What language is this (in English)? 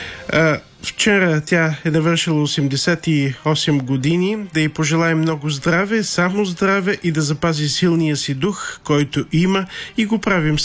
Bulgarian